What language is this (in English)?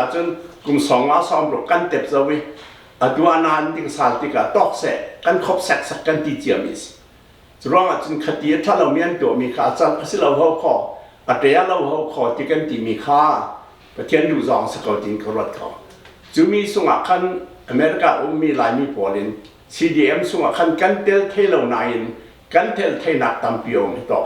Hakha Chin